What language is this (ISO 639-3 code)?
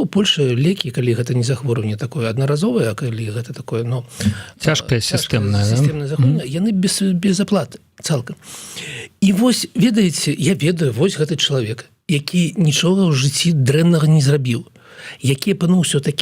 bel